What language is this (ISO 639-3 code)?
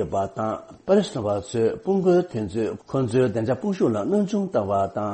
bod